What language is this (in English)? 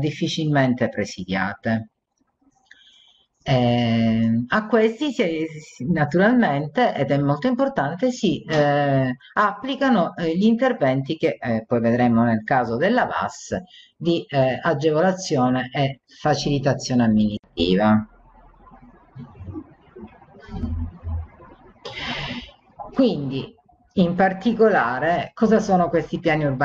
Italian